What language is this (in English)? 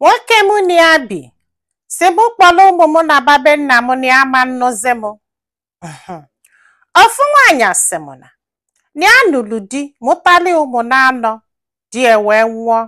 Igbo